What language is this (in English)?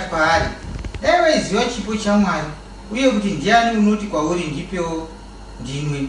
Shona